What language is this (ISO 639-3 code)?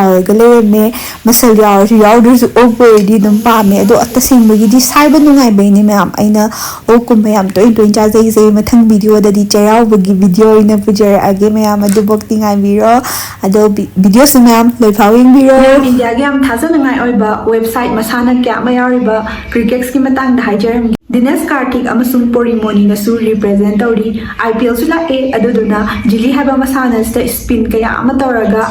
mni